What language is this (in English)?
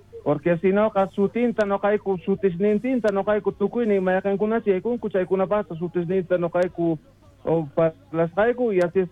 South Bolivian Quechua